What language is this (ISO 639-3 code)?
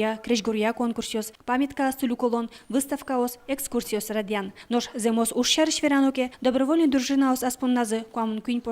udm